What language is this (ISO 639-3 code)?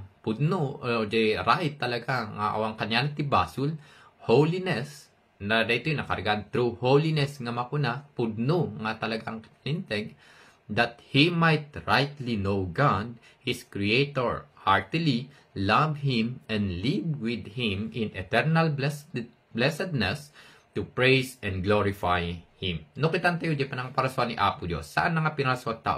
ilo